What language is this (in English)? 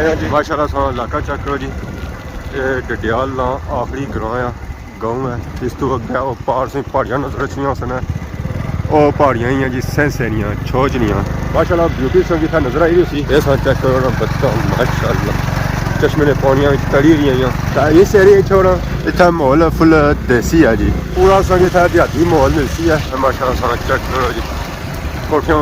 Pahari-Potwari